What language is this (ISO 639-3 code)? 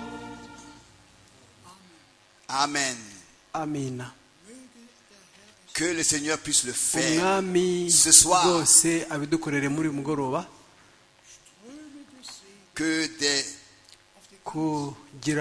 kin